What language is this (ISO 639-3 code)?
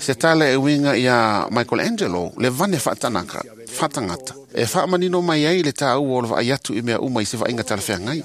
smo